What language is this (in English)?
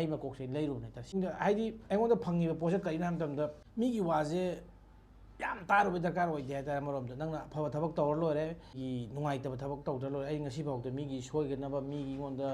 Manipuri